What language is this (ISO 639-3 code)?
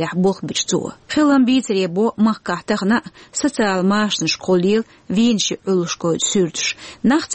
che